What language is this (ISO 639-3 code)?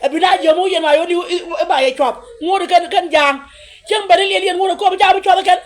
nus